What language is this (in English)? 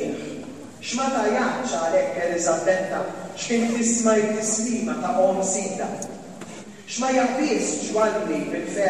Maltese